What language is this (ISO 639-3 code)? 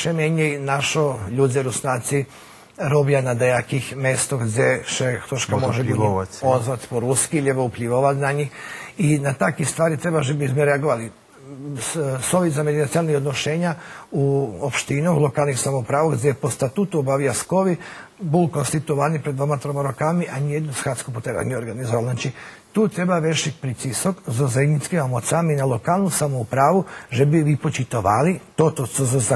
rue